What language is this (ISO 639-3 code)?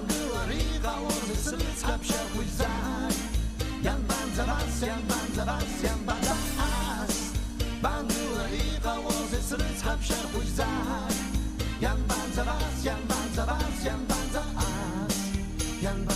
abk